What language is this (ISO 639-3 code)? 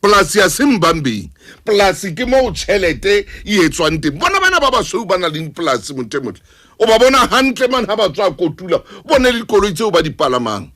sot